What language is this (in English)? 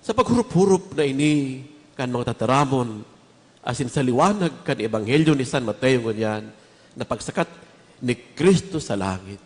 Bikol